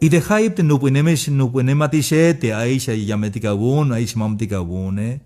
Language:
Tzeltal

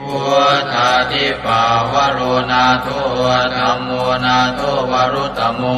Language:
Pali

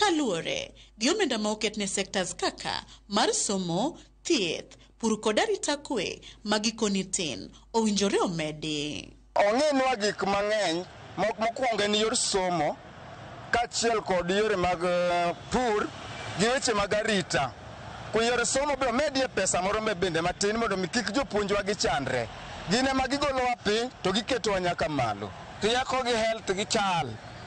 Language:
Luo (Kenya and Tanzania)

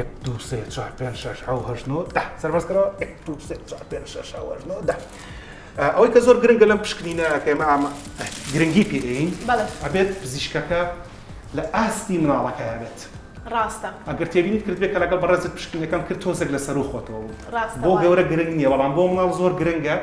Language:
Central Kurdish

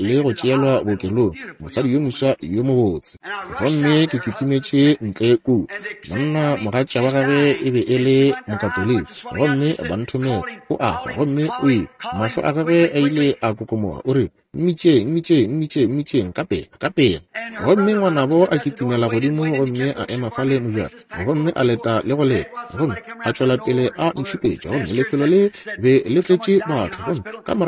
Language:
Northern Sotho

